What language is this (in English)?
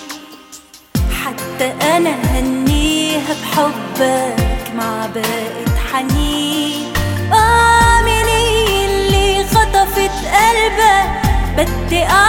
Egyptian Arabic